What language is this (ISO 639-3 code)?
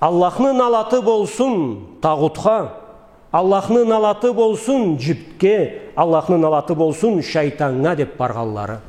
krc